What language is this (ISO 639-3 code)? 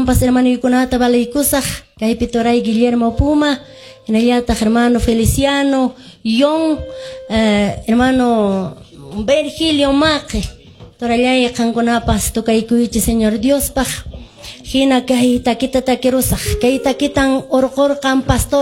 que